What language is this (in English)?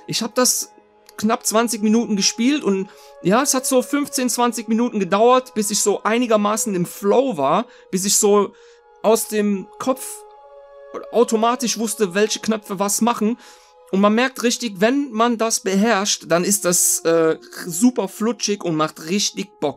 German